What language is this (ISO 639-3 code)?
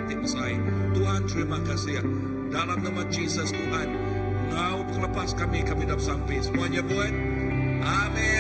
iba